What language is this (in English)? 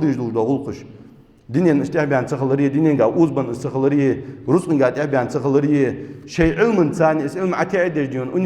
Ingush